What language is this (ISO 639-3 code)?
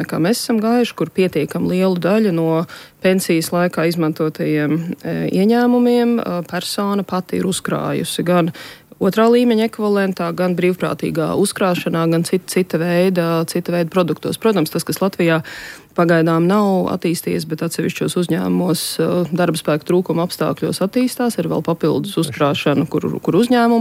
lav